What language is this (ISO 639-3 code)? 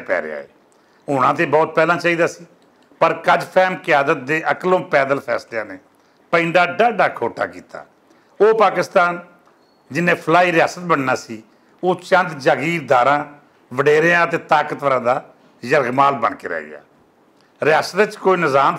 lah